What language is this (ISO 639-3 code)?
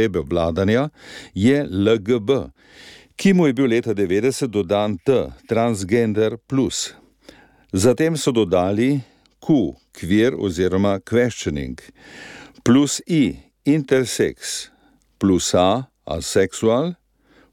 slv